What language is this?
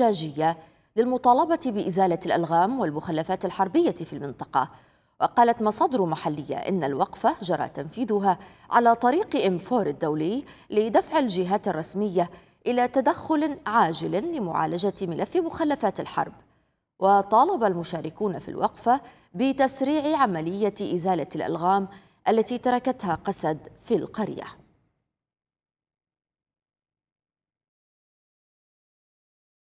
Arabic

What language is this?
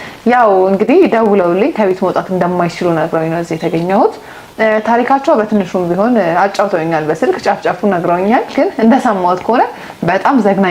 Amharic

